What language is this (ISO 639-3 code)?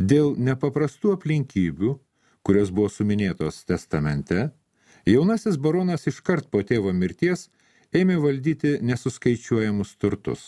lit